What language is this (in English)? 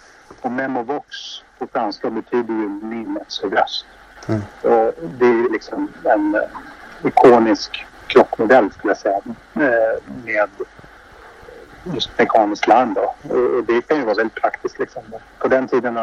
Swedish